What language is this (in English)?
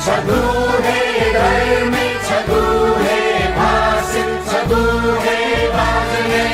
Newari